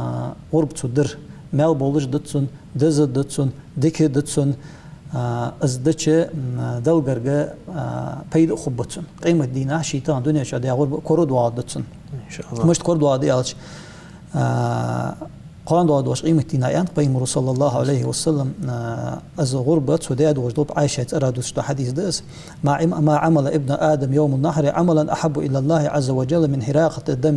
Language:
Ingush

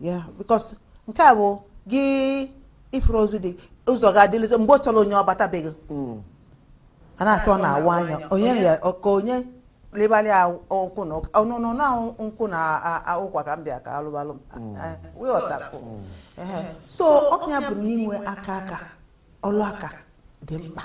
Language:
Igbo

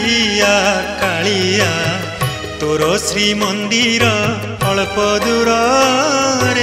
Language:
Odia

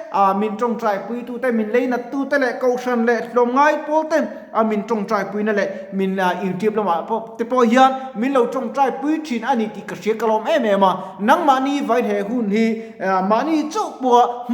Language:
Mizo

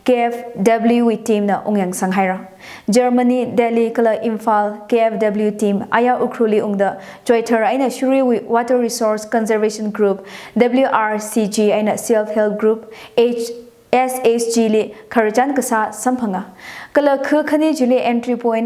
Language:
Tangkhul Naga (India)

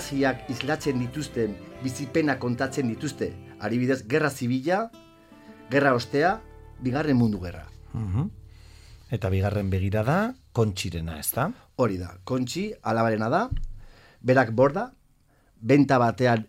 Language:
Basque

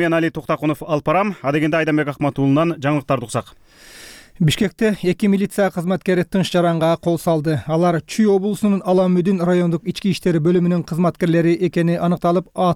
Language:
Kyrgyz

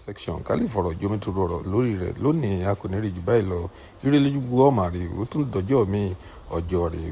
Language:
Yoruba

